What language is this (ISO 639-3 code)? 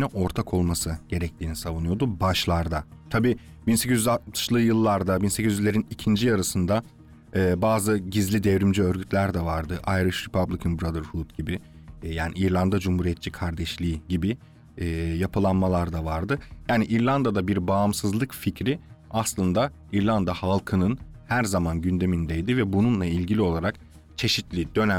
tur